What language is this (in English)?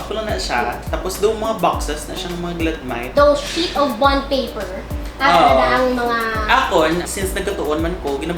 Hiligaynon